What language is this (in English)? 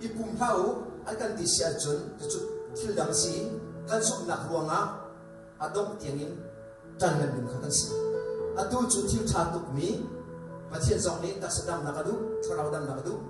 Hakha Chin